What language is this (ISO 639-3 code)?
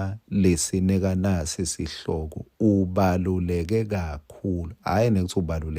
ssw